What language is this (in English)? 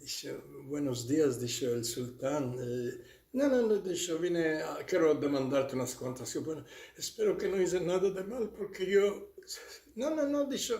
Ladino